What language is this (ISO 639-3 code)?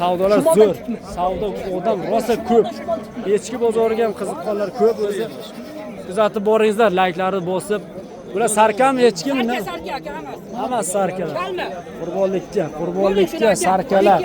uzb